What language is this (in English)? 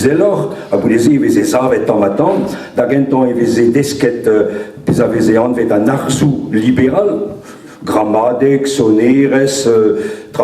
Breton